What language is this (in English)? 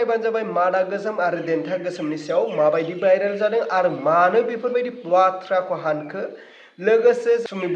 Bodo